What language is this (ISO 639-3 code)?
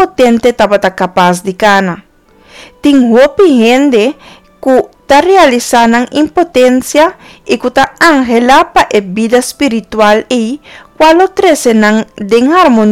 pap